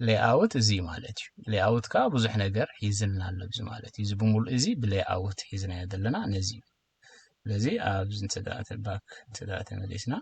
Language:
Tigrinya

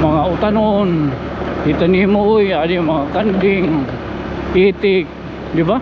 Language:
Waray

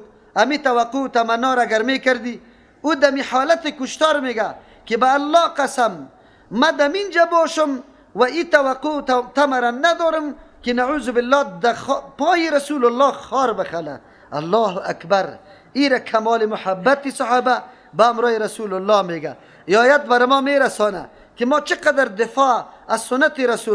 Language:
Persian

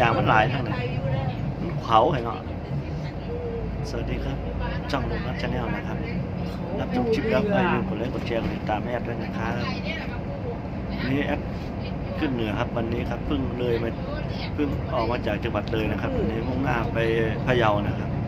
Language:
Lao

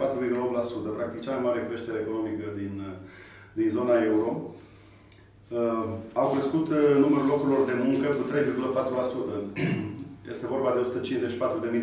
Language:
Romanian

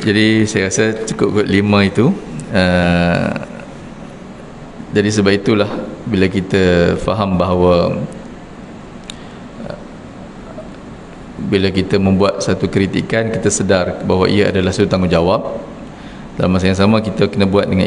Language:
Malay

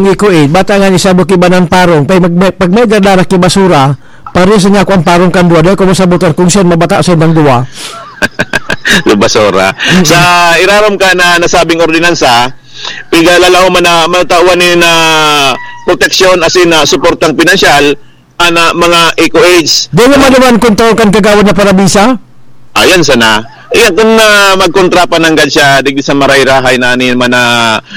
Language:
Bikol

